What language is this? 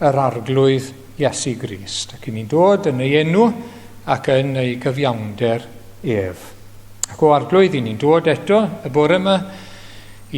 Welsh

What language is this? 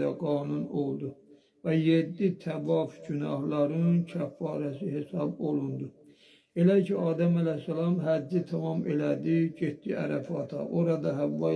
Azerbaijani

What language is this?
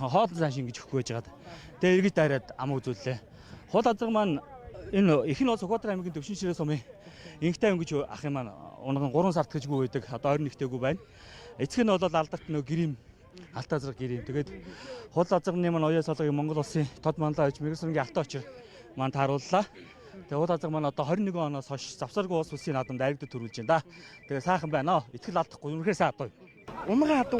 Mongolian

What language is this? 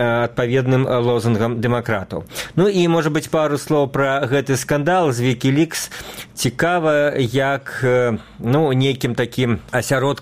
Belarusian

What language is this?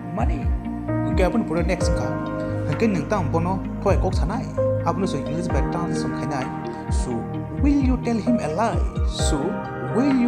Kok Borok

